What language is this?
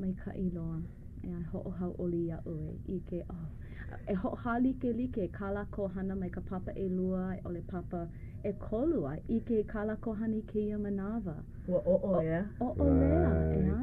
Hawaiian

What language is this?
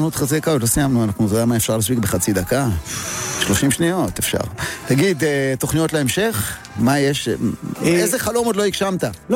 Hebrew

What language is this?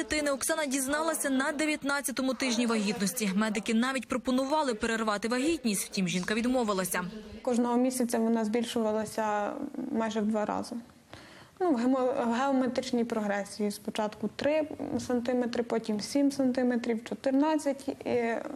Ukrainian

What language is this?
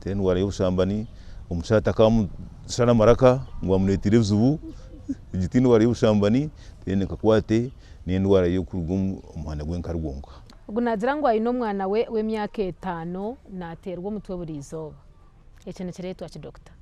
Nyankole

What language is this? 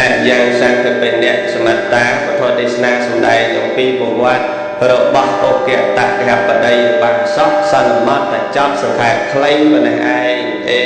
Khmer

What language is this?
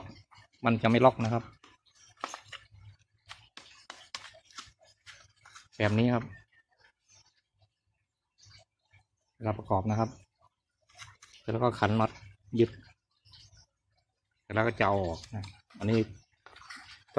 Thai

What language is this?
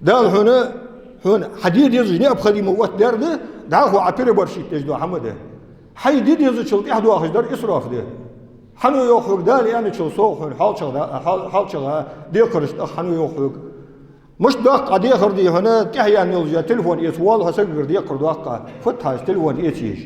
Ingush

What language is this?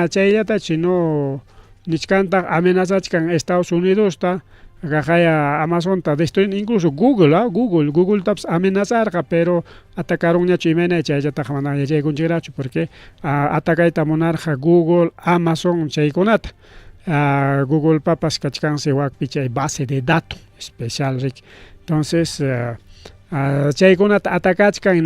Ayacucho Quechua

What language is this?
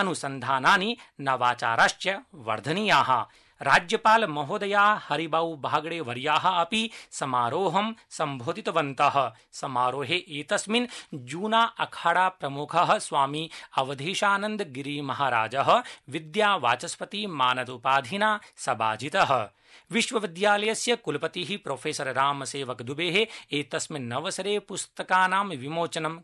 Sanskrit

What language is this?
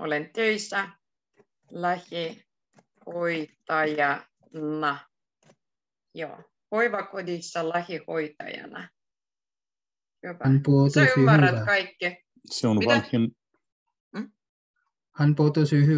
Finnish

